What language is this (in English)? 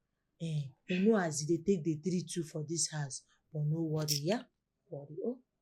Nigerian Pidgin